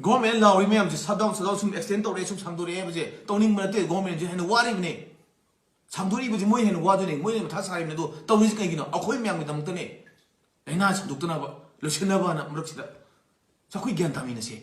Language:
Manipuri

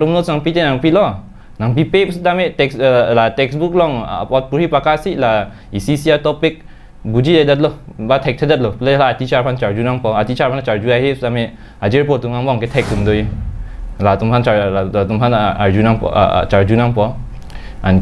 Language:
Karbi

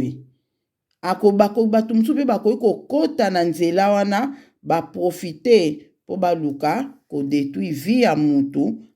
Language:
Lingala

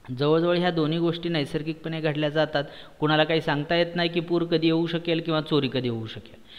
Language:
Marathi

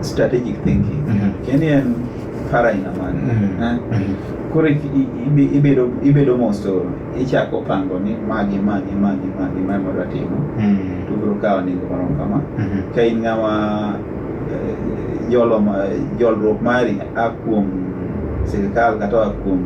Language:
Luo (Kenya and Tanzania)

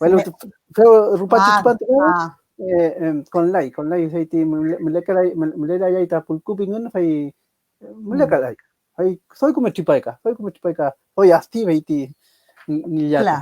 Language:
Mapuche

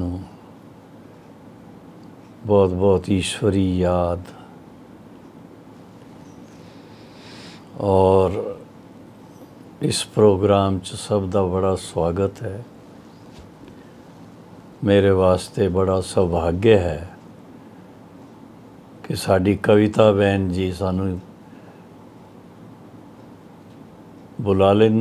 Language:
Punjabi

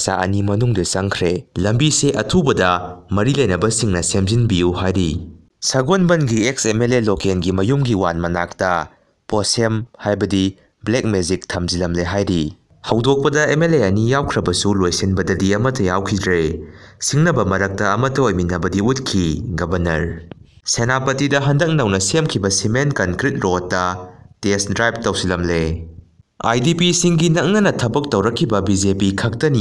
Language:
Manipuri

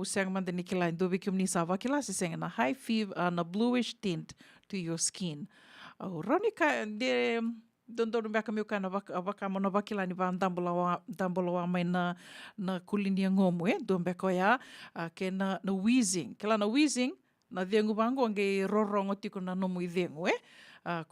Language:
Fijian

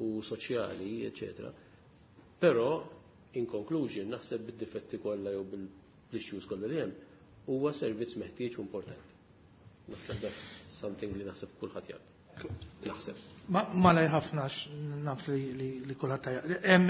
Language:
Maltese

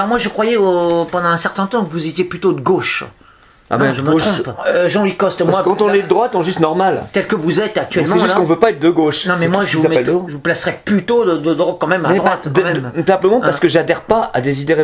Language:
French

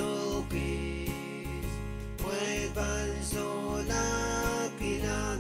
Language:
Pohnpeian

